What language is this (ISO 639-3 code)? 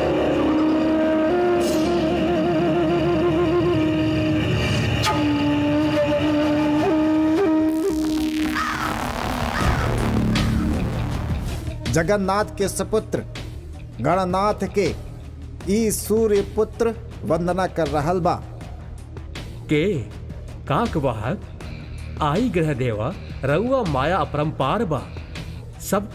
bho